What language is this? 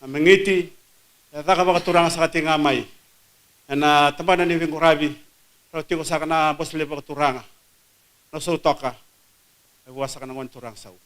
Fijian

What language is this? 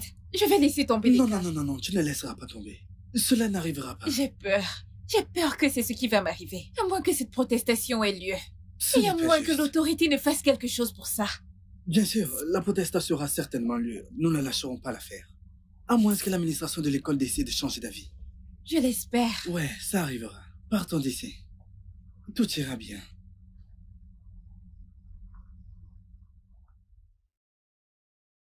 French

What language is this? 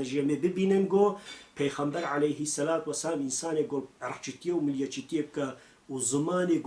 Kurdish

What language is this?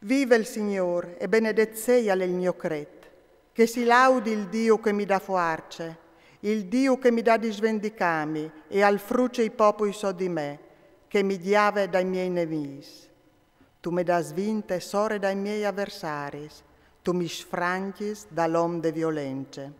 Friulian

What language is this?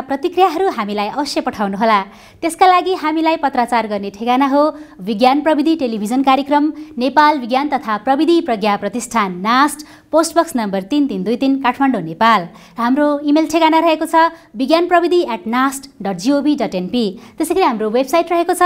Nepali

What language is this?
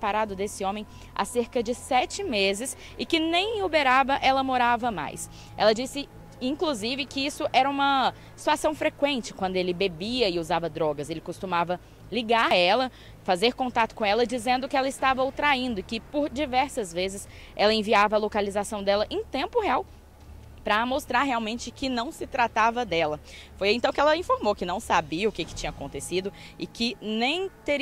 Portuguese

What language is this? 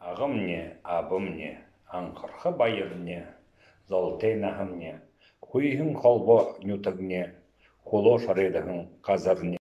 Buriat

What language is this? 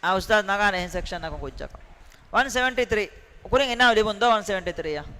Divehi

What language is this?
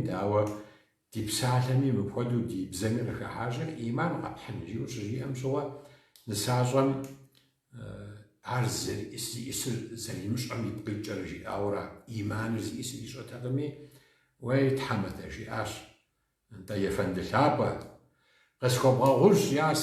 Kabardian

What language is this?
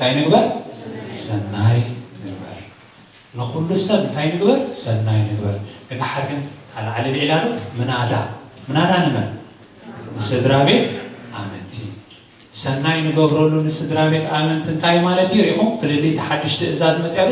Tigrinya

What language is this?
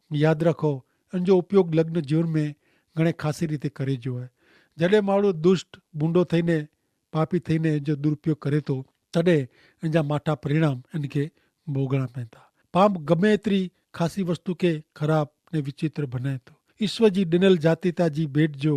Kachhi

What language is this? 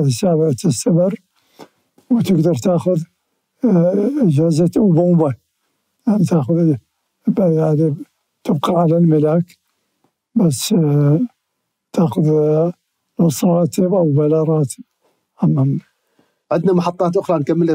Mesopotamian Arabic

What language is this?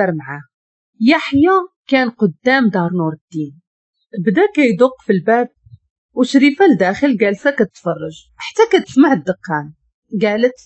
Moroccan Arabic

